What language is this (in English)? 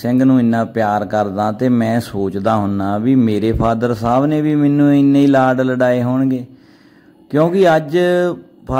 Punjabi